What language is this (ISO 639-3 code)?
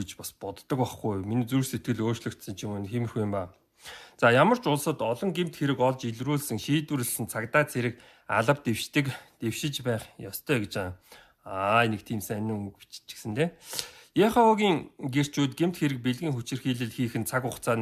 mon